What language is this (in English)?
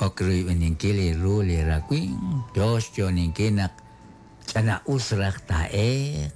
Kekchí